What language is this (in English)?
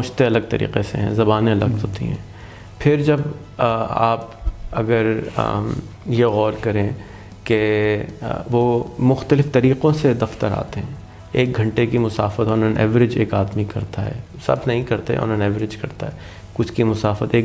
Urdu